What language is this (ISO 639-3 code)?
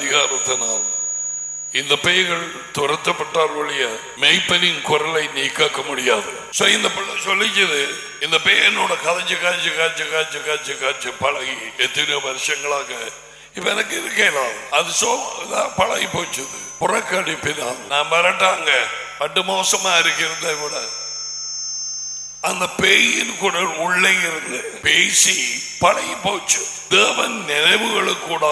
tam